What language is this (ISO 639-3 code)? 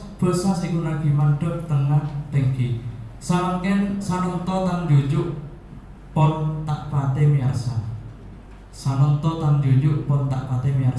mad